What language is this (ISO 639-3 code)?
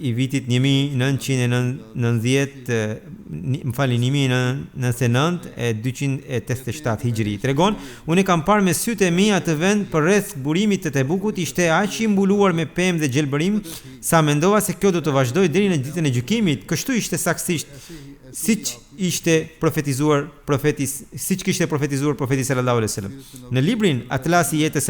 sqi